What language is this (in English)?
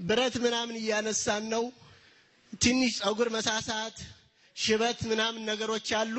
Amharic